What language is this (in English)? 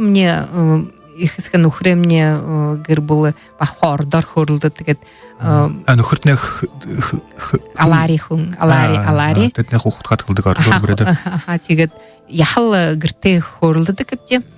Buriat